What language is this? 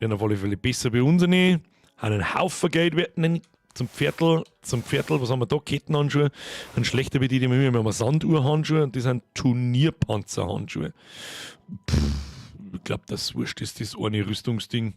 Bavarian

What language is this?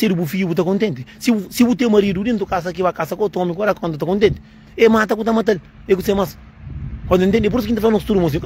Kabuverdianu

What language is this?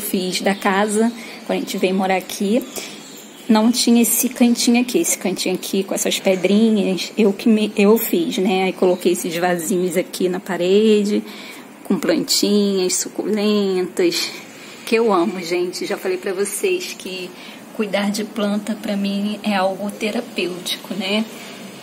Portuguese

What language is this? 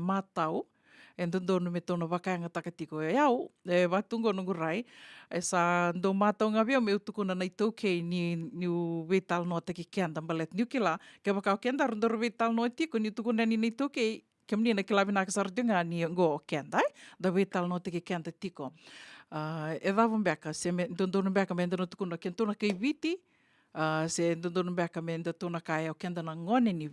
Fijian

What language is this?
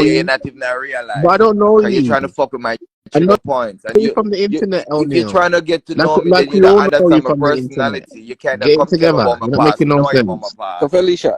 Jamaican Creole English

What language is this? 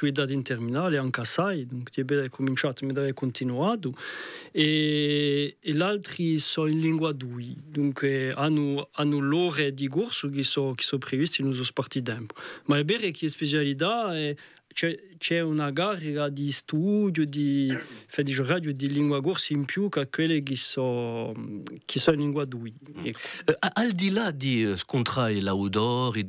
Corsican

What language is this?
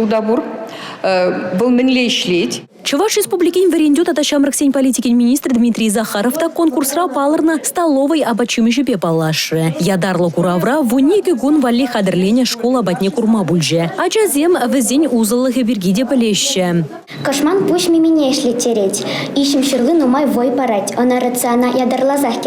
Chuvash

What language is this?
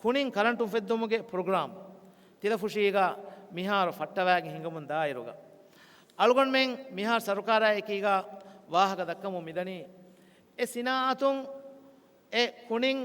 Divehi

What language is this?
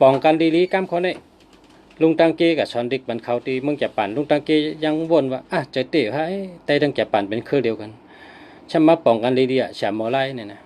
Shan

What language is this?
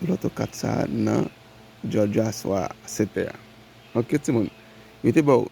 Haitian Creole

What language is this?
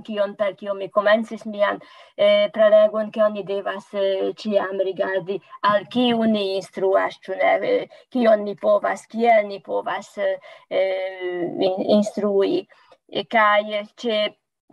Esperanto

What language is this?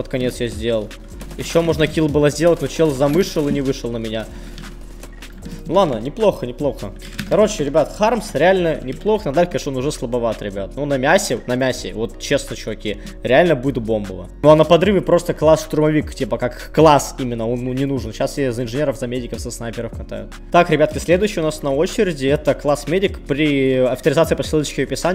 Russian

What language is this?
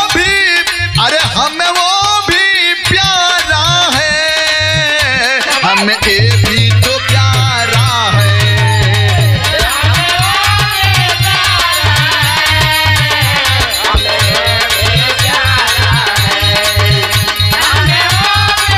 Bhojpuri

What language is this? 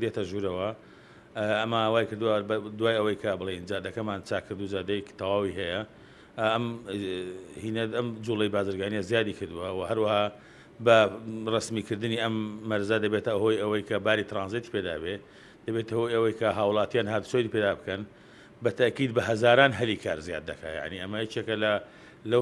Central Kurdish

